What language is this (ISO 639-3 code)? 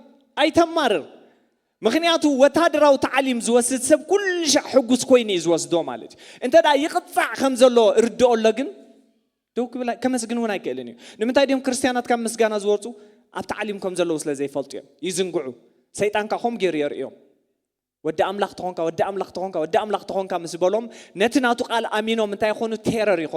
tir